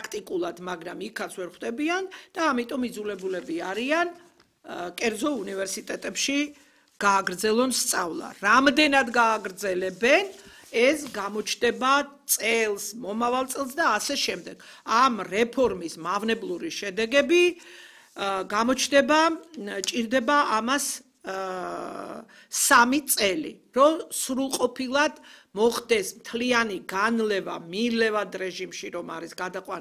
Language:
Georgian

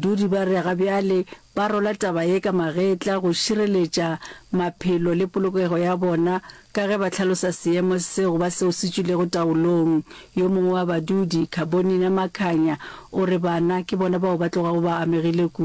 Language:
Northern Sotho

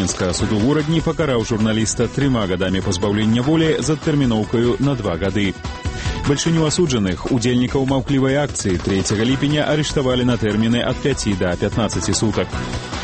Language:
Belarusian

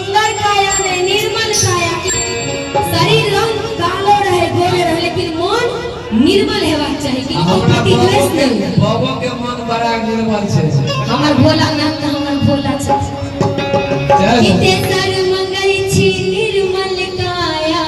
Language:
Maithili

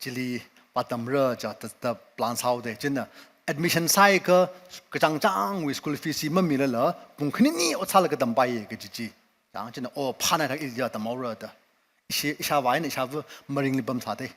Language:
Tangkhul Naga (India)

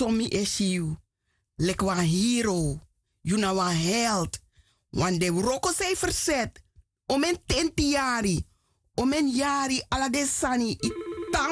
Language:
Sranan Tongo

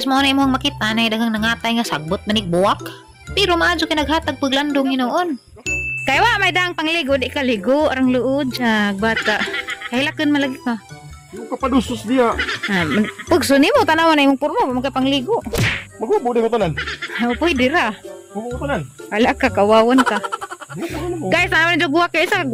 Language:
Cebuano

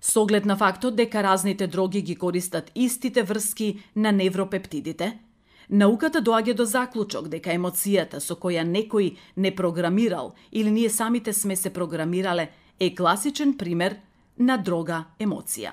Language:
Macedonian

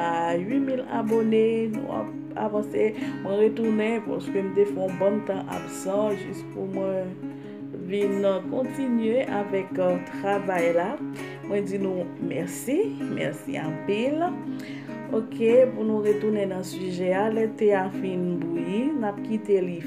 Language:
Haitian Creole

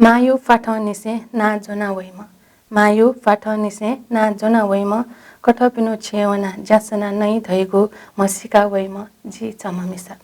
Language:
Newari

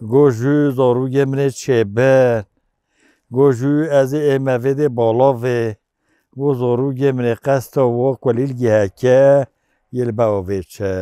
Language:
Kurdish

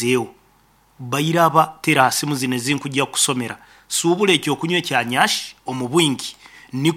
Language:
Nyoro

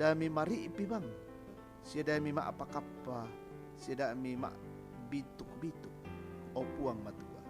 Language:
Toraja-Sa'dan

